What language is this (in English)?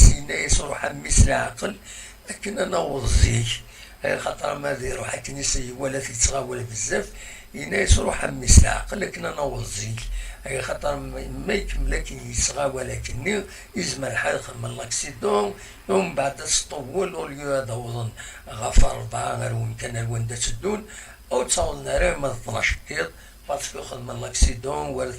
Kabyle